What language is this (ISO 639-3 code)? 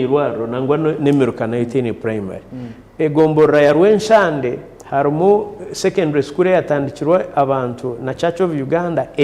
nyn